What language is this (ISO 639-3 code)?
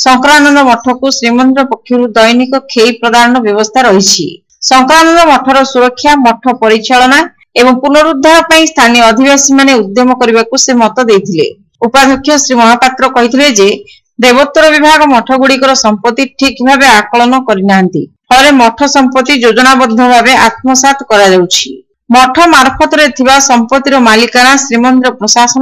ori